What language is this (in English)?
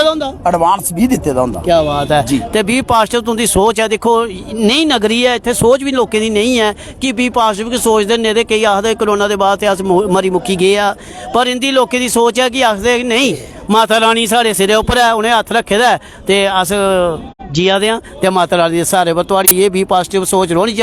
Dogri